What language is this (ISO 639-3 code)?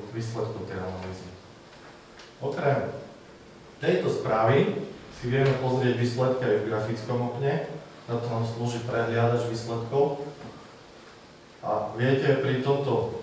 slk